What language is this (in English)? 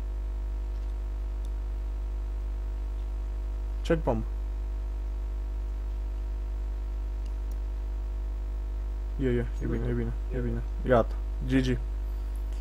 Romanian